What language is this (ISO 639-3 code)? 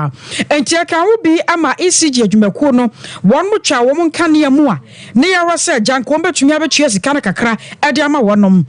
aka